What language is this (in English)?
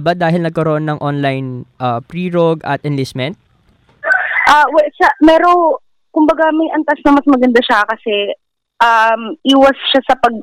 Filipino